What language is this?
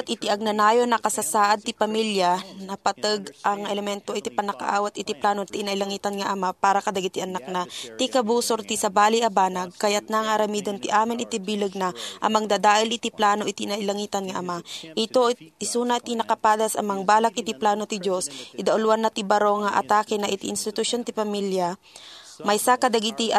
Iloko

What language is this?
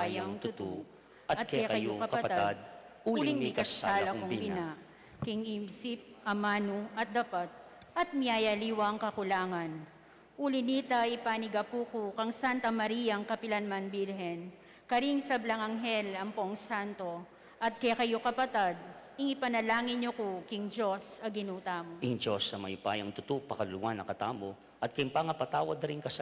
Pampanga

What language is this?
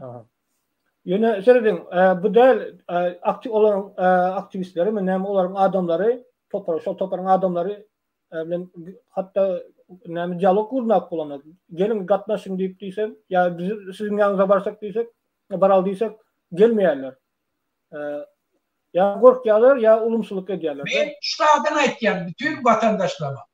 Turkmen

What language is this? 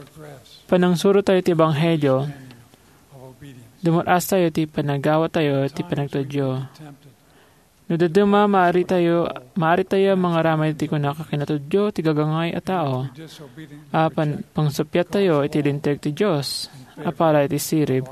Iloko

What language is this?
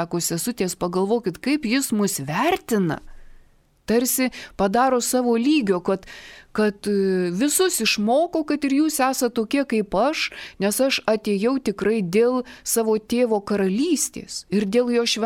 Lithuanian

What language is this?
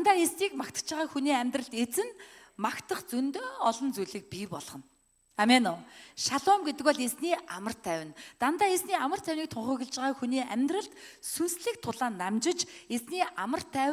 Mongolian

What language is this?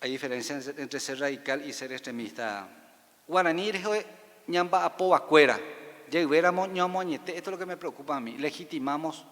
Guarani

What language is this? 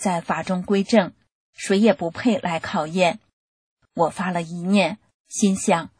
Chinese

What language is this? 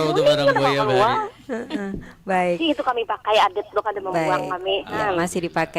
Banjar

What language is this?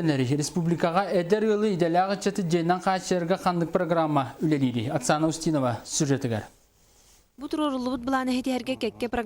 Yakut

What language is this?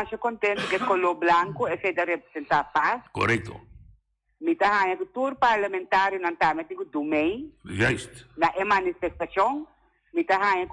Papiamento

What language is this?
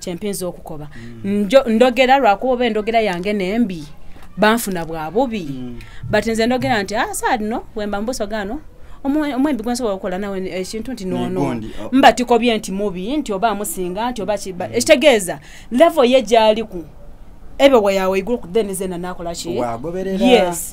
Soga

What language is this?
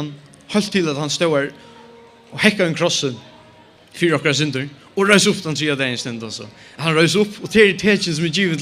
Faroese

